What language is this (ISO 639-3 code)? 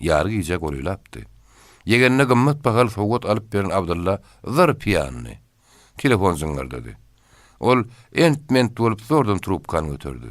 tuk